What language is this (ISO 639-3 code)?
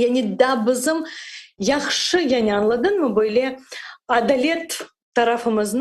crh